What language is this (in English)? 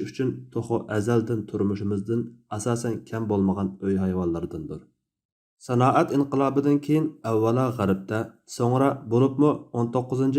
Uyghur